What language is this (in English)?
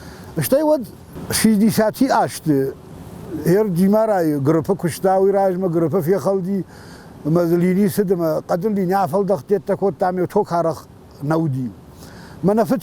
Ossetic